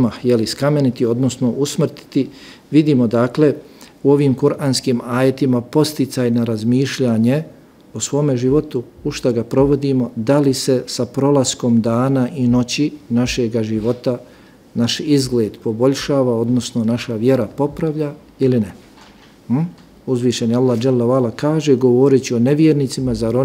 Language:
Bosnian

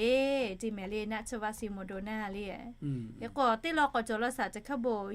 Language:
Lahu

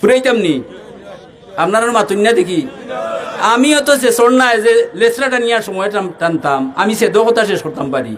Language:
Sylheti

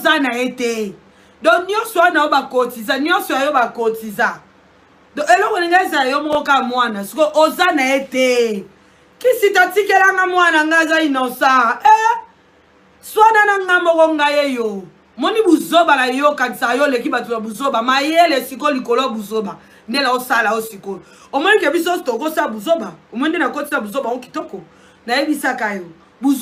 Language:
Lingala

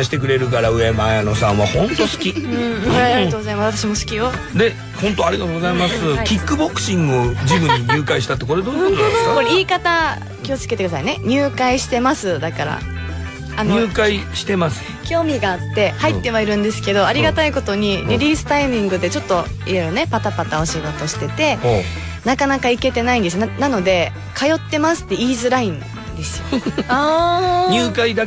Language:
Japanese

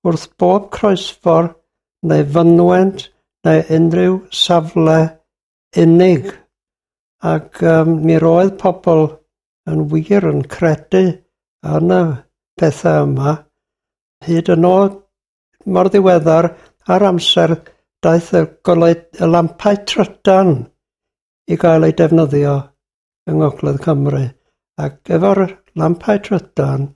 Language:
Welsh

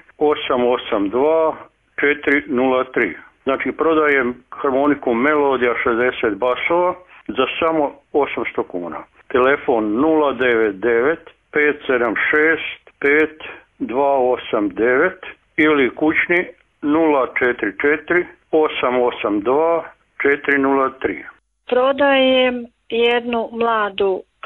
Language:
Croatian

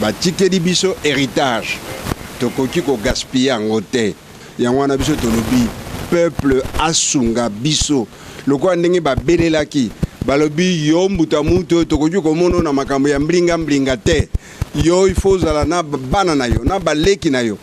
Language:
Lingala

